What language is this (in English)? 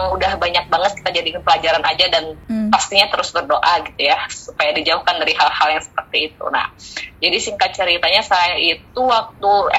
Indonesian